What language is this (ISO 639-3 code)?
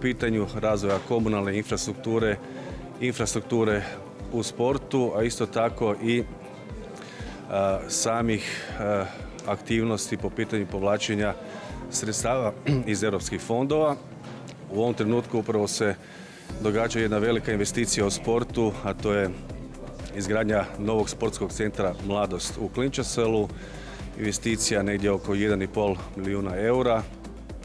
hrv